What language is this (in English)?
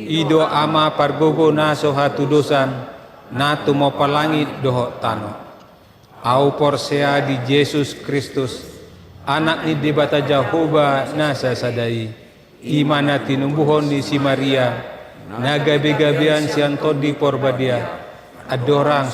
Batak Toba